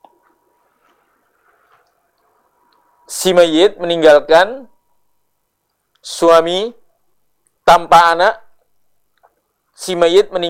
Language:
Indonesian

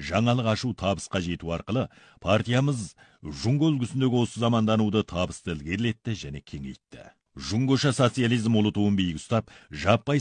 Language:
Kazakh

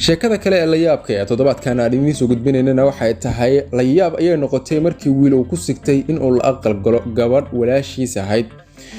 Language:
Somali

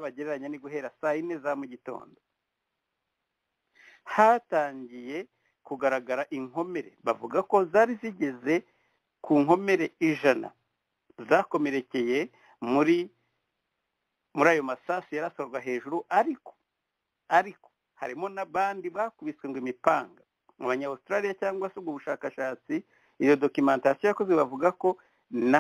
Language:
Kinyarwanda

